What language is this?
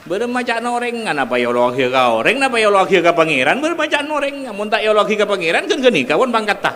Madurese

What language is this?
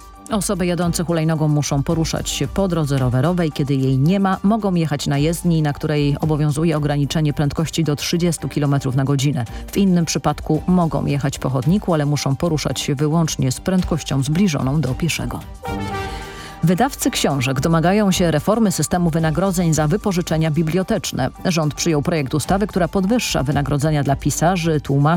Polish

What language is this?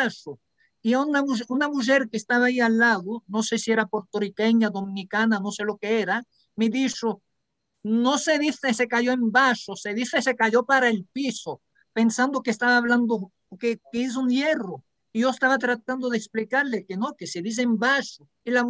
Ladino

